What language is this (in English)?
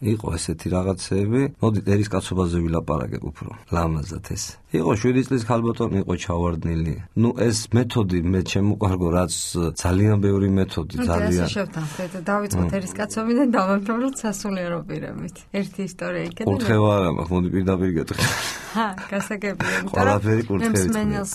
Georgian